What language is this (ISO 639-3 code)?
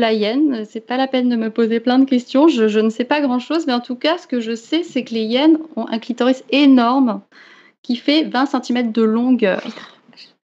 fra